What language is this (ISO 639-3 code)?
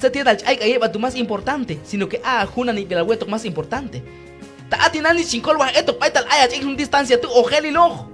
kjb